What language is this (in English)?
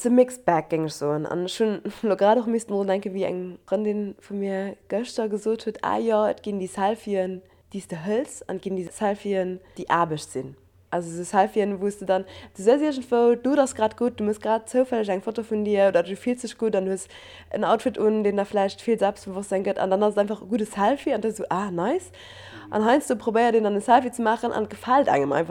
Luxembourgish